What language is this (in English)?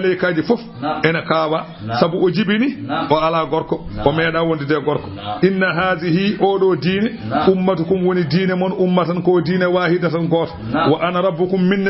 Fula